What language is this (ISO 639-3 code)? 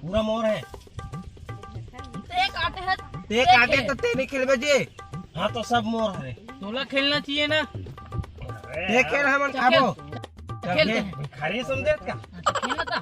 hne